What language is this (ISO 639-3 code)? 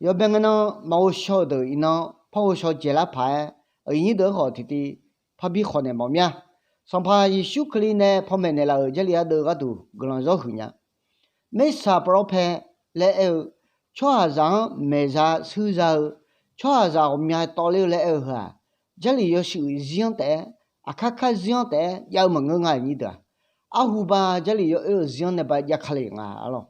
ahk